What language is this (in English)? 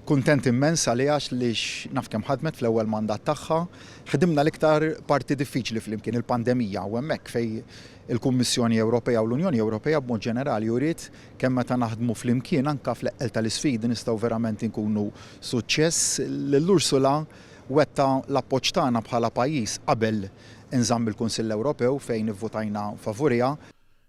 Maltese